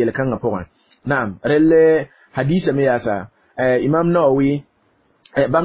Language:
Mossi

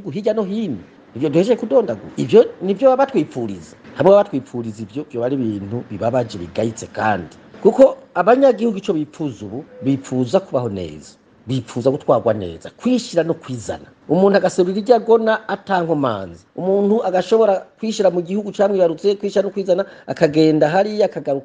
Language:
Rundi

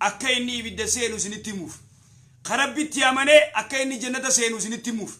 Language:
Oromo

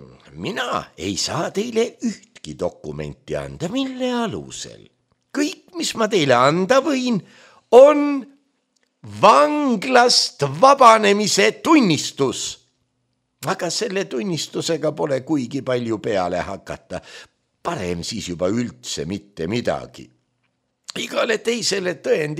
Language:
Estonian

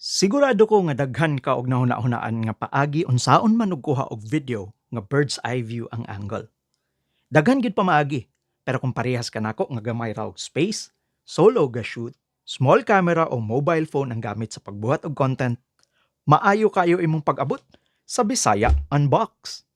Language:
Cebuano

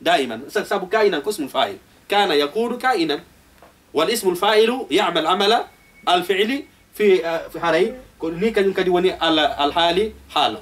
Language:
Fula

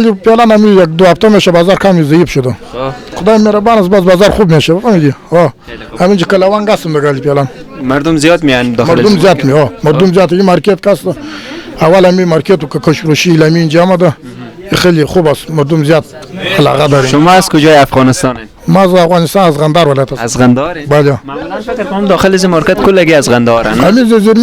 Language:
Persian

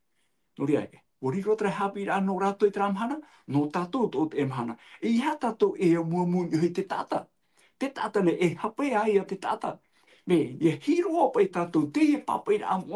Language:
Tahitian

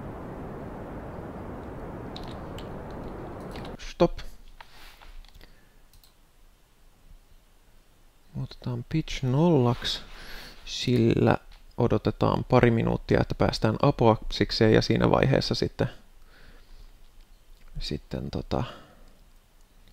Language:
Finnish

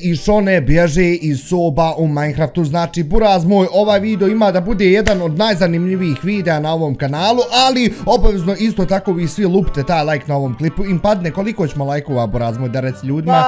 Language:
Bosnian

